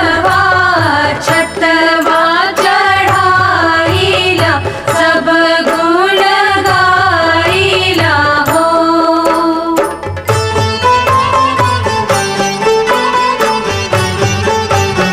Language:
Bhojpuri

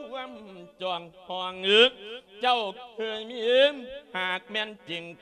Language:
Lao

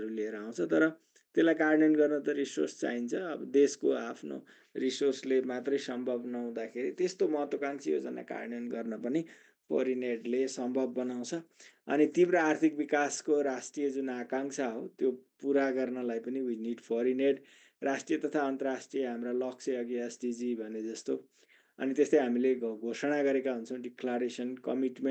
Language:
Nepali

